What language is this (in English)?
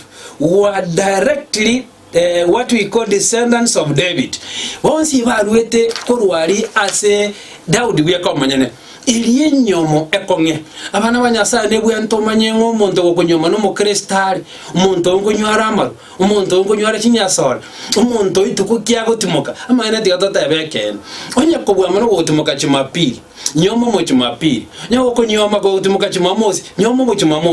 Gusii